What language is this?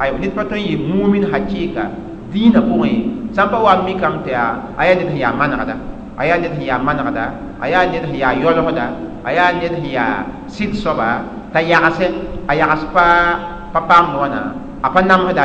Mossi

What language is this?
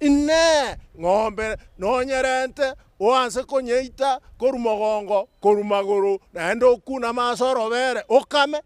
Gusii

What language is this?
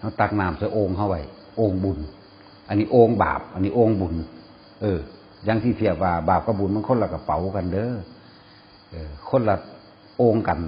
Northeastern Thai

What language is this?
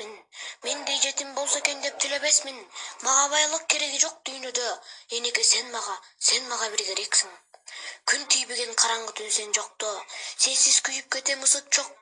Kyrgyz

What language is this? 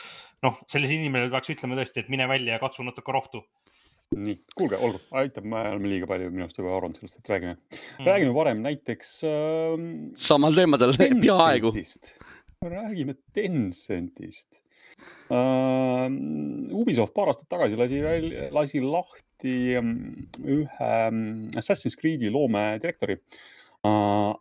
Estonian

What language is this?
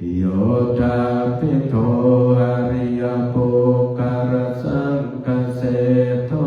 Pali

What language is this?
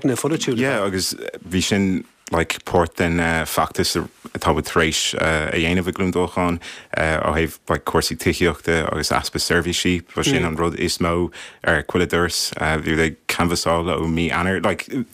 Irish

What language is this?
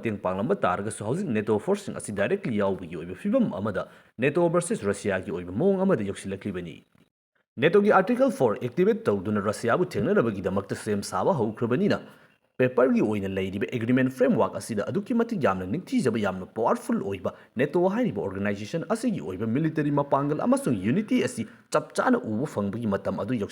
Manipuri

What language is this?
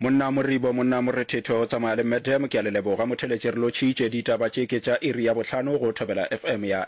Northern Sotho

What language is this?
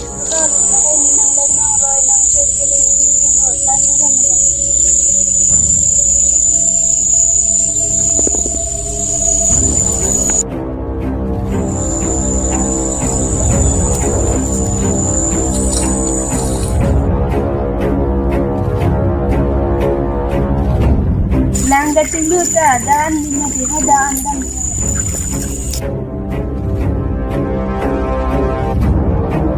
Malay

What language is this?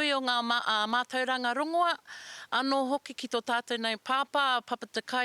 Māori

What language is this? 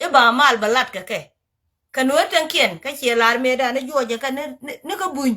Nuer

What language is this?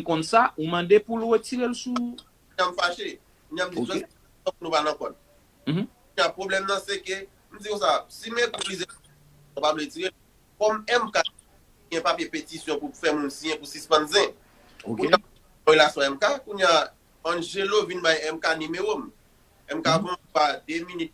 Haitian Creole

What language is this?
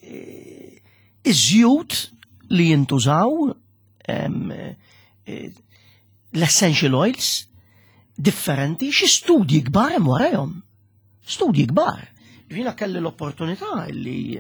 Maltese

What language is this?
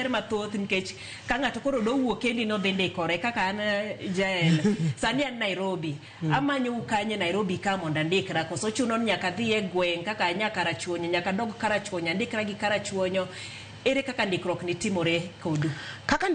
Luo (Kenya and Tanzania)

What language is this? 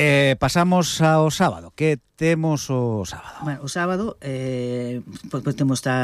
Galician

